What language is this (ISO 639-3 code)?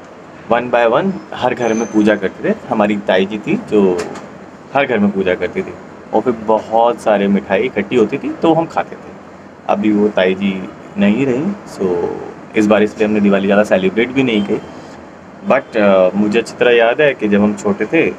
hin